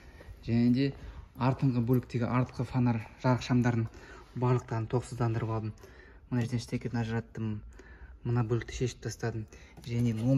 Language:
Kazakh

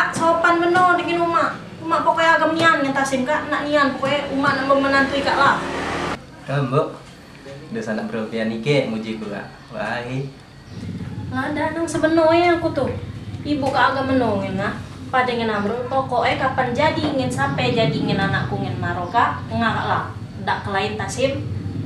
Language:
Musi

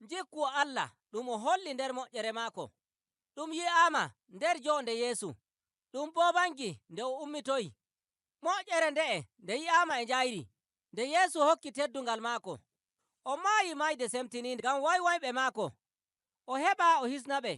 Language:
Nigerian Fulfulde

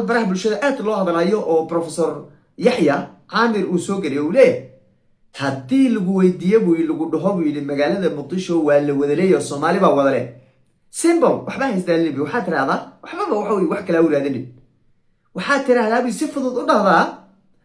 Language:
Somali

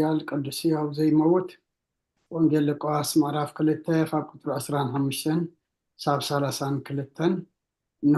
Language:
Tigrinya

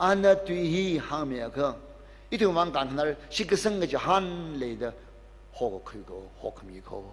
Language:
Tangkhul Naga (India)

